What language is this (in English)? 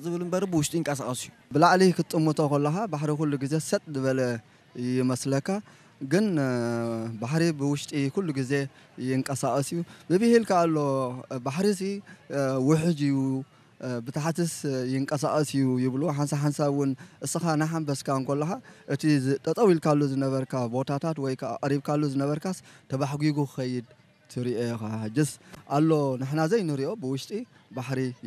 Tigrinya